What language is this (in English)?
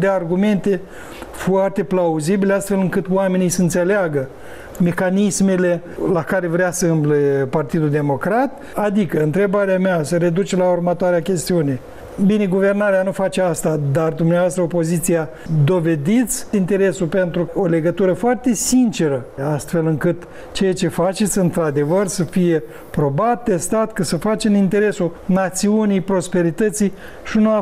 Romanian